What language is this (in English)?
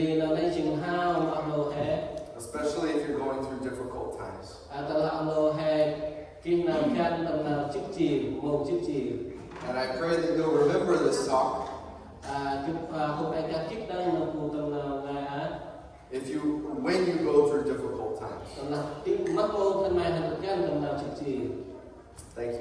Central Mnong